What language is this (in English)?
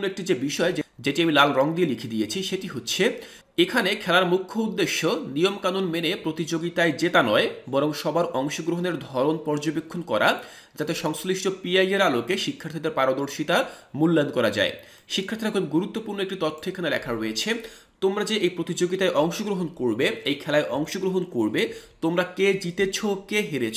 Bangla